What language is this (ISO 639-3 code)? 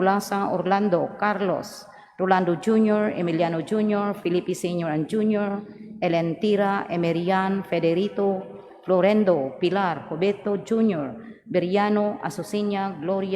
ceb